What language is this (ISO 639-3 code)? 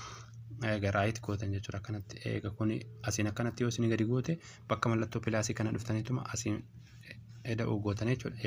orm